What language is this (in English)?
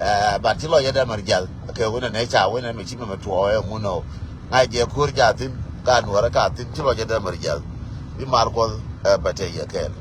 Nuer